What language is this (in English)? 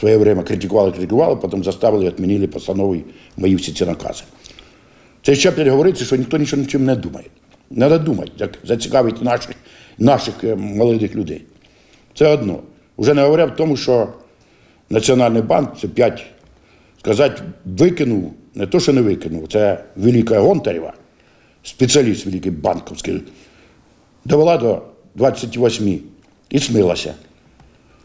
Ukrainian